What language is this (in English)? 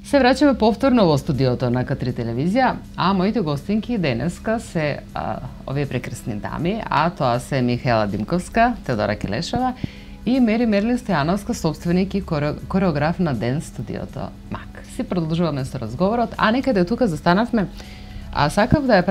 Macedonian